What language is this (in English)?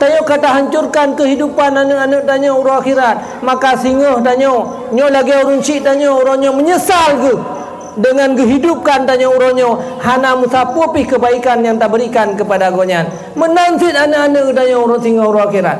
Achinese